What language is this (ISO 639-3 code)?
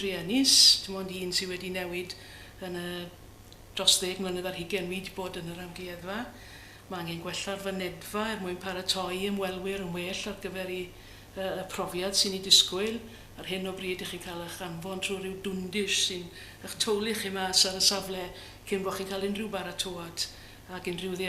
cym